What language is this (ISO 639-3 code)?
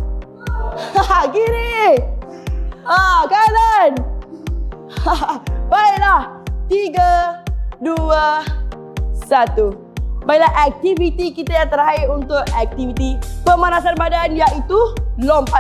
msa